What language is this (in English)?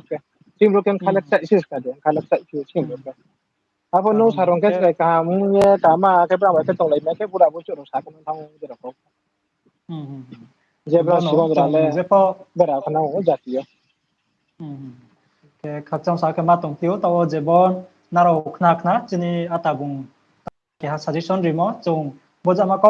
Riang (India)